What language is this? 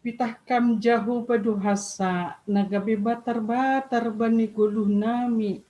Batak Simalungun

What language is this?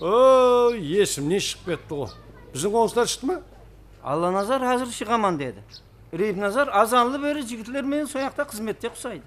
Kara-Kalpak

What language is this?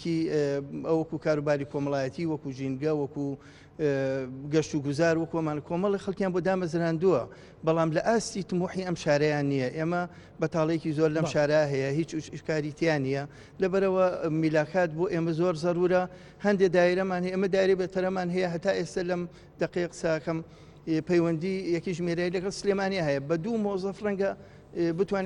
Central Kurdish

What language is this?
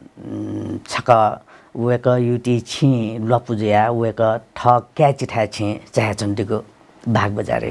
Newari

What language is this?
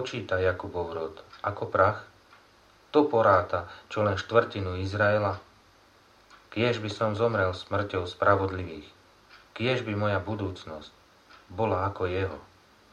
Slovak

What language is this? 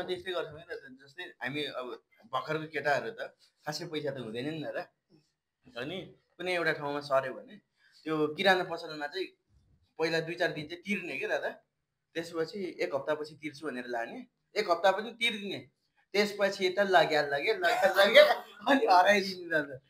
Nepali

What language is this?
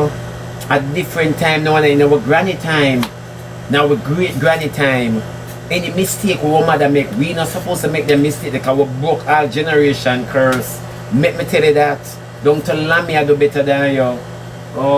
Jamaican Creole English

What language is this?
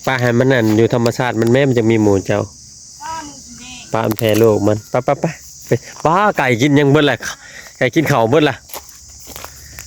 Lao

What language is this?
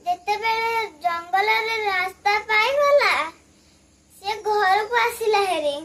Odia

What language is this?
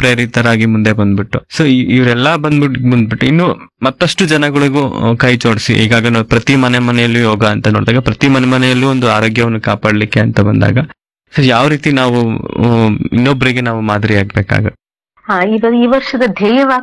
Kannada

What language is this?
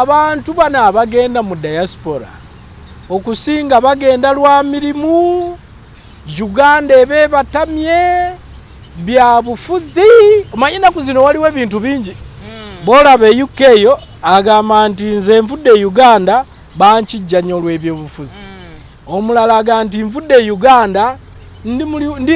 Ganda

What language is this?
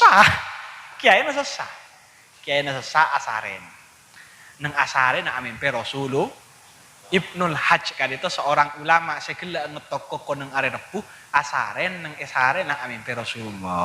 Madurese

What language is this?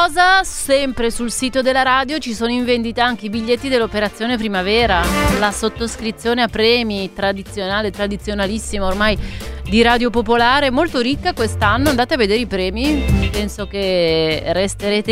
Italian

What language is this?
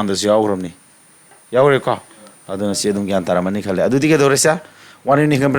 Manipuri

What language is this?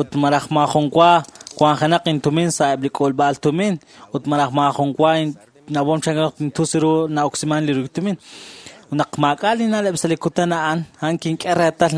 Kekchí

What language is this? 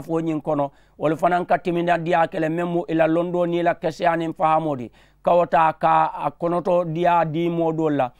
Mandingo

